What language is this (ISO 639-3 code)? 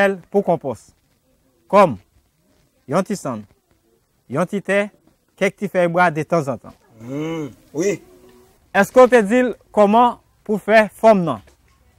hat